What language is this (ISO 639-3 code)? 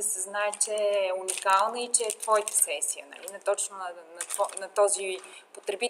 bul